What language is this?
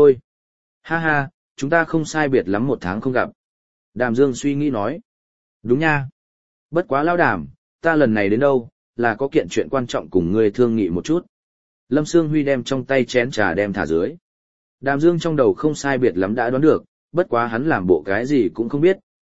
Vietnamese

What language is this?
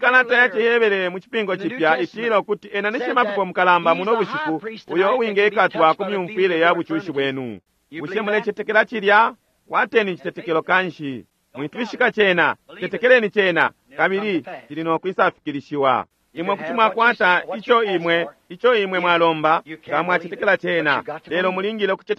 Bemba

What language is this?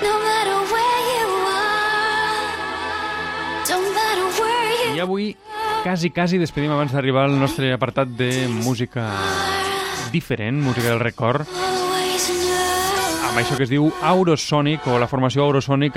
Catalan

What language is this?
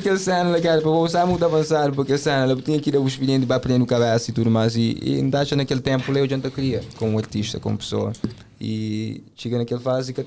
Kabuverdianu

